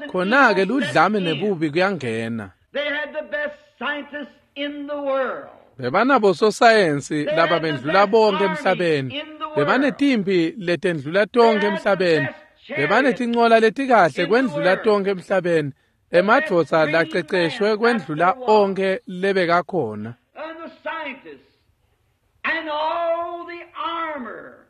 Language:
Swati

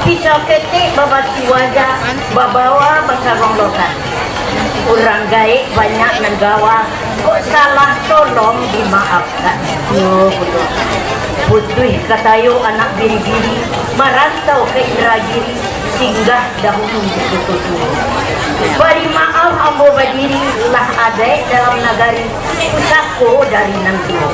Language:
Minangkabau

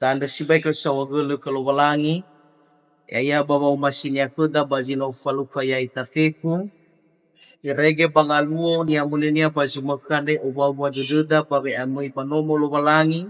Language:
Nias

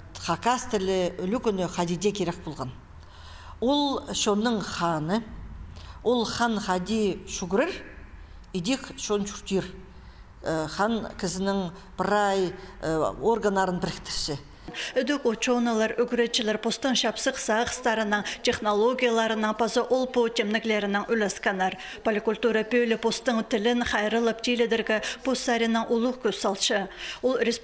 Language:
Khakas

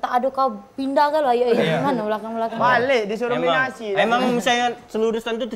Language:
Musi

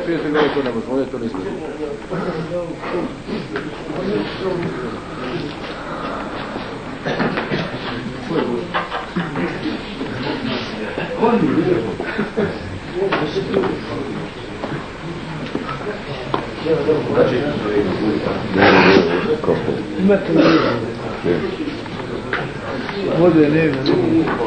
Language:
Bosnian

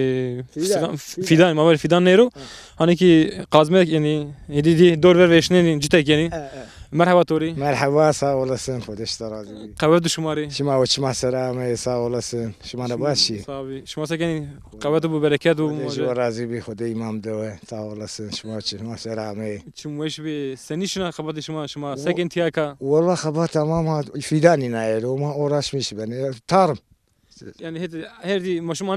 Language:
Zaza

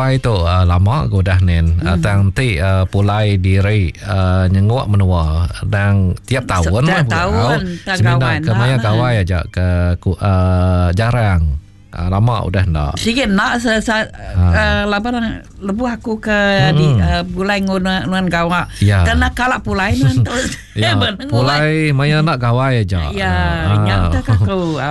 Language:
Iban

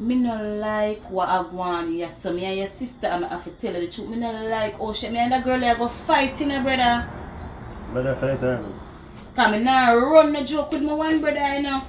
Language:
Jamaican Creole English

